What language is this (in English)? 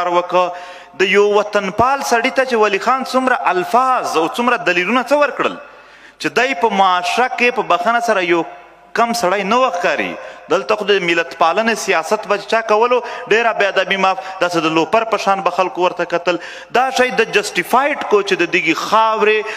Pashto